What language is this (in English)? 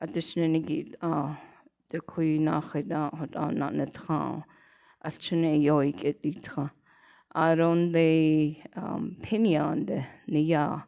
Navajo